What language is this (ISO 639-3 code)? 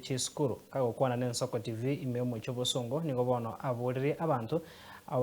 guz